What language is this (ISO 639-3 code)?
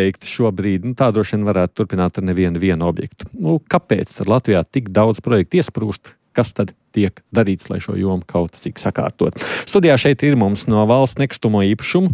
lav